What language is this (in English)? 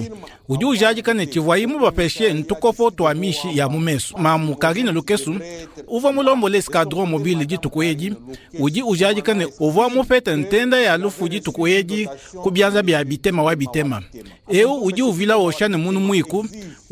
Luba-Lulua